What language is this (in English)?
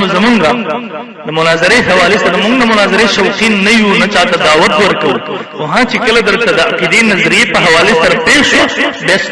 Pashto